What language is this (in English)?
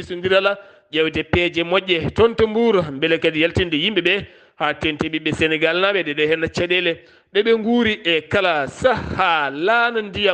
Fula